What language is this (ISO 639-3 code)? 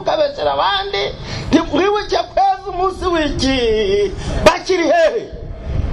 kin